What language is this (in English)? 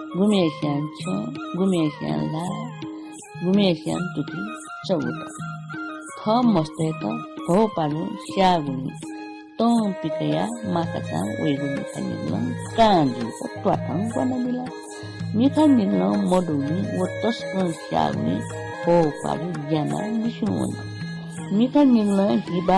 Newari